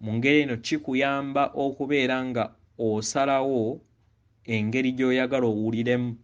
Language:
Ganda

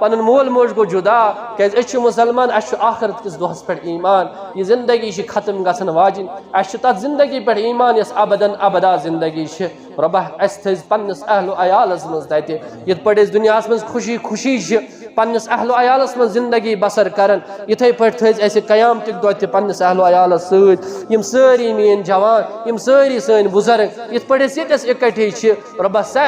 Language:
Kashmiri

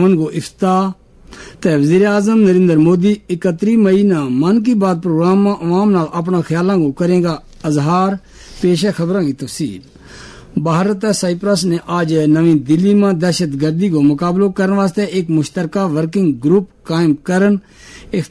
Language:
Gujari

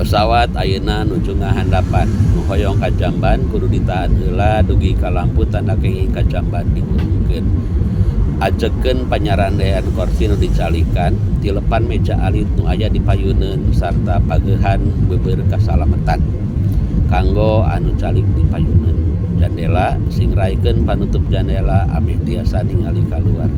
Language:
Sundanese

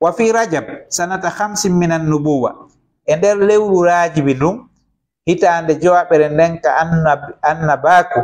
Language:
Fula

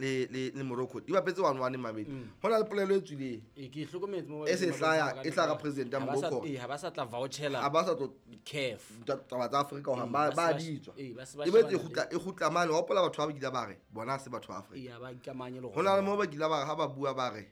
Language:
Southern Sotho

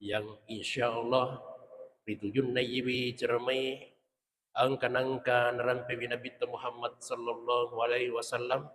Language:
Buginese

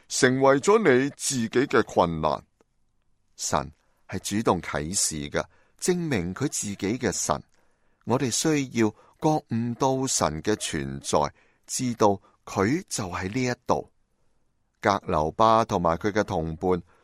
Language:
Cantonese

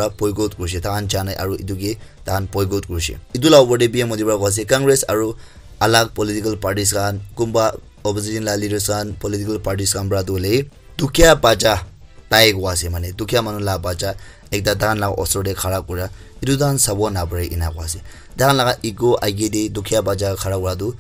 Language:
Naga Pidgin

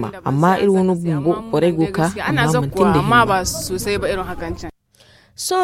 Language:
Zarma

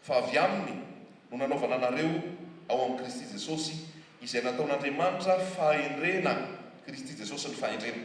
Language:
Malagasy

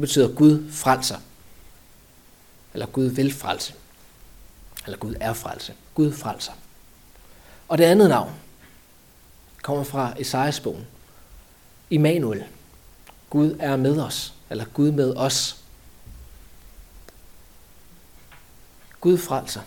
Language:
Danish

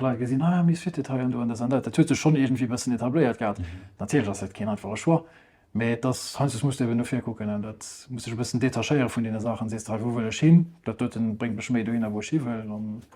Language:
Luxembourgish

